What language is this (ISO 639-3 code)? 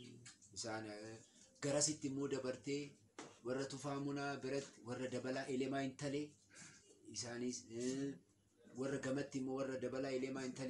orm